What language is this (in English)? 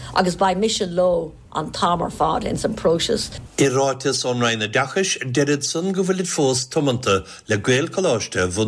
Irish